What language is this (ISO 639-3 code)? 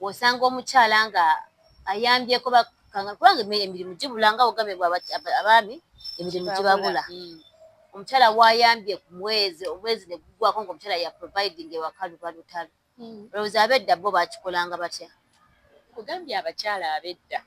lug